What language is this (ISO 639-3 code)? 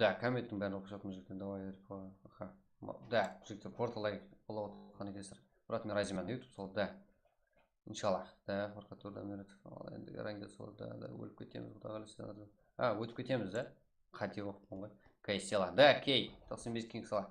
kaa